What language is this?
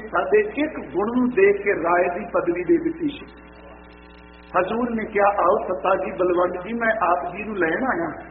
Punjabi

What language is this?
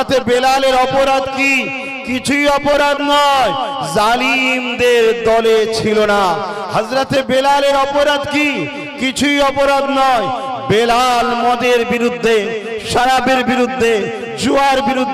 Bangla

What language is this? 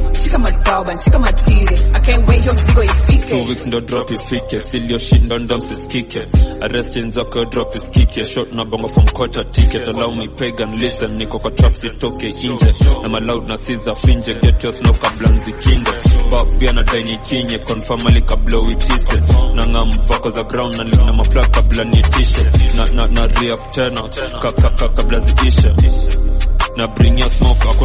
Swahili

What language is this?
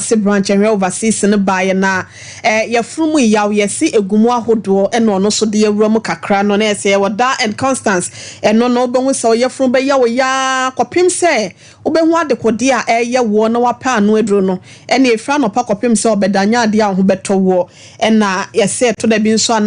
Akan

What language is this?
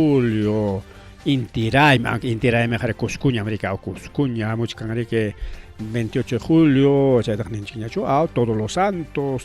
Ayacucho Quechua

